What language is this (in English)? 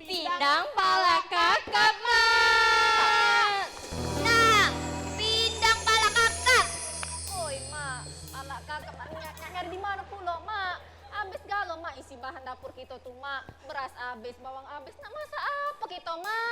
Musi